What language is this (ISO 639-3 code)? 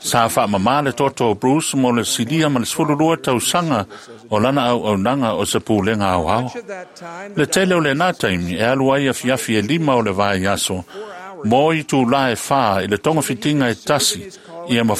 smo